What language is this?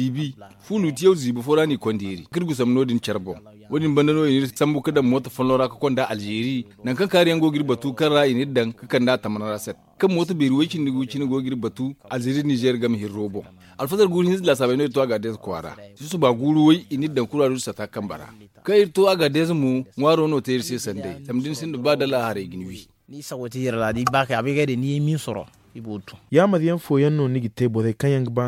Zarma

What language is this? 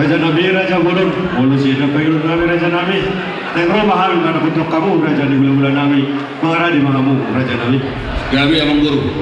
Batak Toba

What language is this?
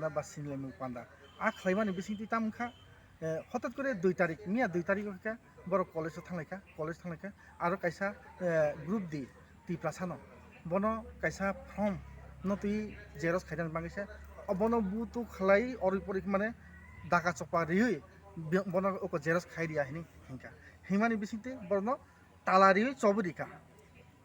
Riang (India)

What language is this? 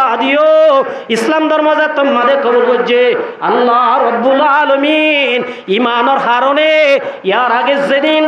Rohingya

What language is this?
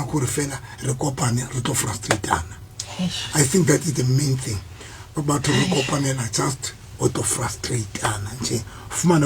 Southern Sotho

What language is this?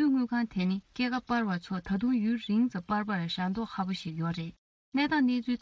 Tibetan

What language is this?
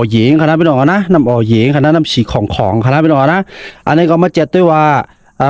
Shan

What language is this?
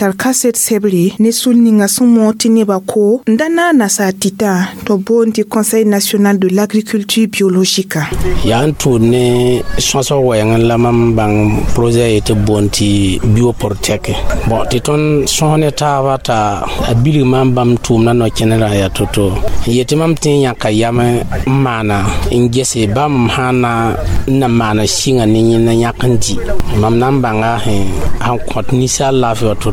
Mossi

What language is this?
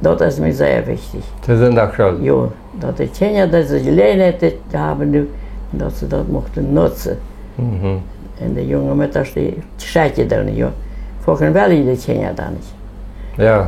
Plautdietsch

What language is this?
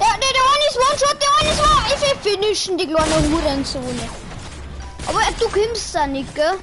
Bavarian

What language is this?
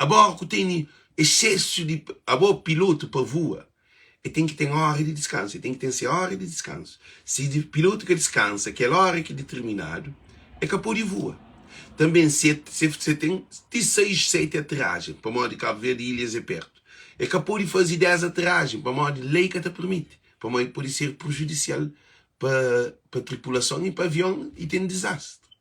Kabuverdianu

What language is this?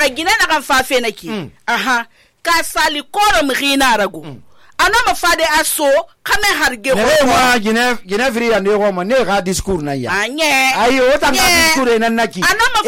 Susu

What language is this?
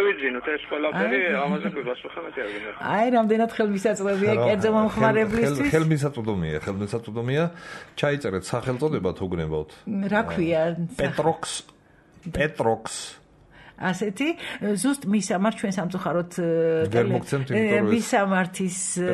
Georgian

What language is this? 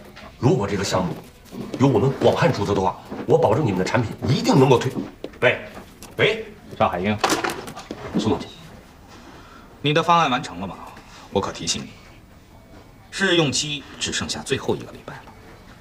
Chinese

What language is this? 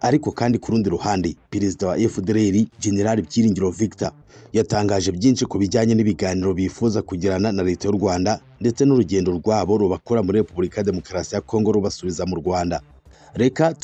Kinyarwanda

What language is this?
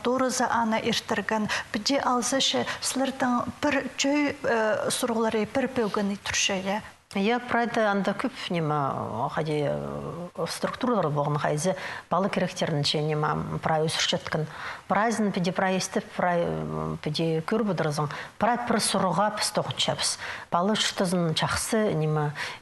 Khakas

